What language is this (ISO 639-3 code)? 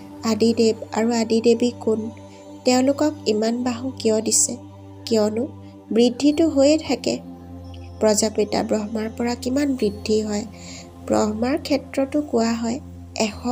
asm